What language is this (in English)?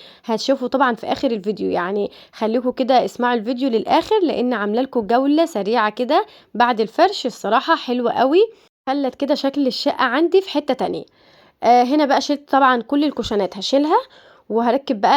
Egyptian Arabic